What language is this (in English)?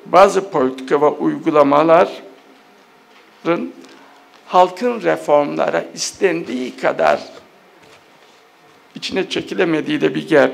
Turkish